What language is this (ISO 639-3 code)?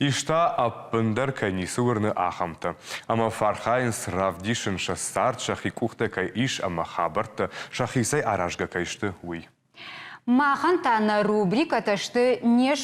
oss